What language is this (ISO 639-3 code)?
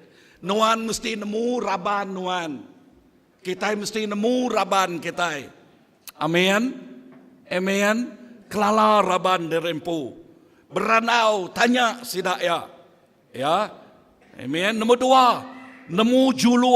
iba